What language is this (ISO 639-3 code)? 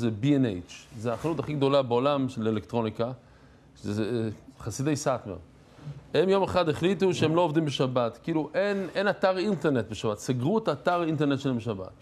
heb